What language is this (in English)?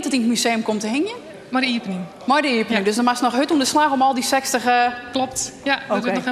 Western Frisian